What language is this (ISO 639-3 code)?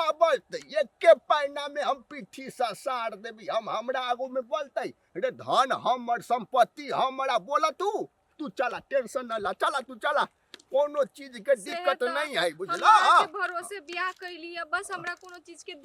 mai